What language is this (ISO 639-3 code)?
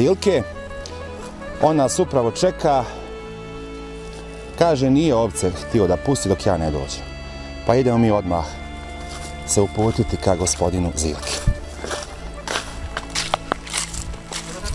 bos